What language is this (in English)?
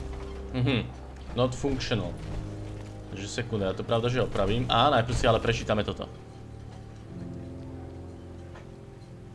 Slovak